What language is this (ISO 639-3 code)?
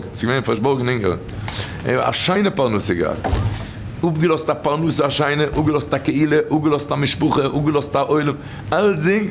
yid